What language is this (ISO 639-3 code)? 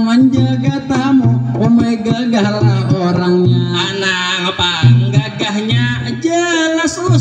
bjn